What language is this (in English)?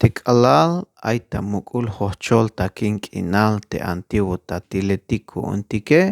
Tzeltal